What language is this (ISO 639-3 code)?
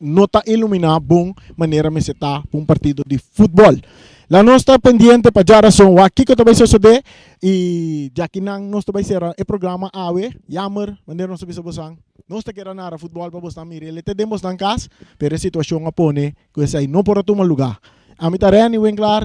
pap